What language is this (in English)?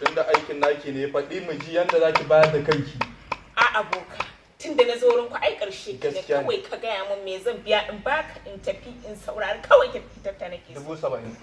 Hausa